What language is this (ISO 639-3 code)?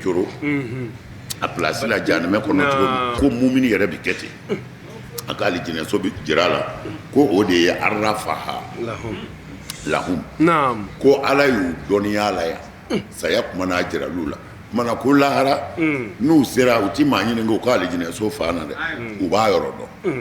bam